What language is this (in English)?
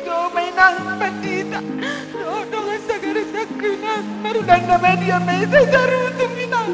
Batak Toba